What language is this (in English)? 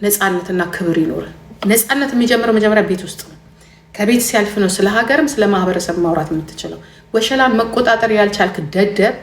Amharic